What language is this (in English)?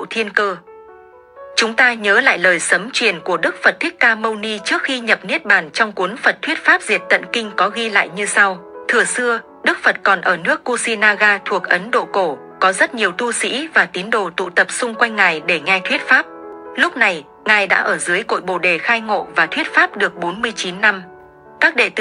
Vietnamese